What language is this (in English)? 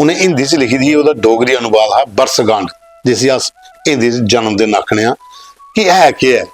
Dogri